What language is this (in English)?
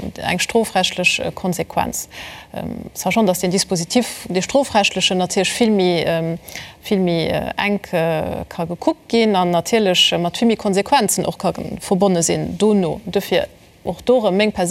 Luxembourgish